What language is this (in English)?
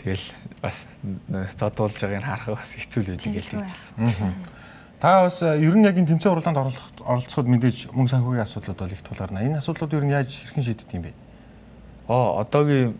Mongolian